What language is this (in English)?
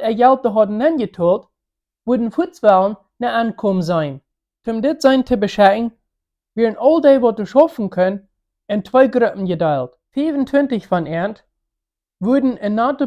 Plautdietsch